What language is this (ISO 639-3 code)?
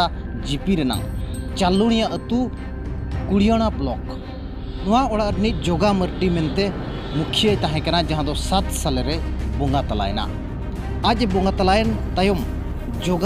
sat